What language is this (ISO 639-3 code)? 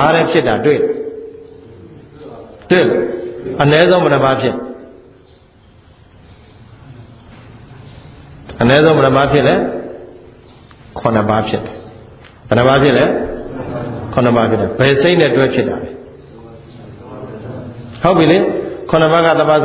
mya